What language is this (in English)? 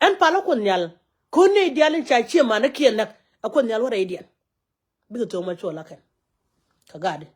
Nuer